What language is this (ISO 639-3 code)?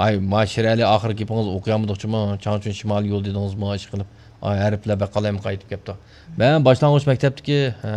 uig